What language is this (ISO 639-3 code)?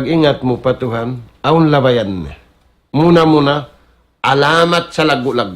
tsg